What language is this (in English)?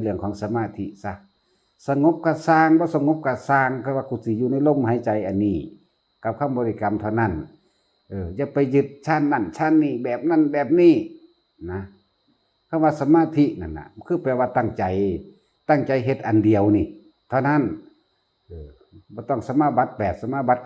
Northeastern Thai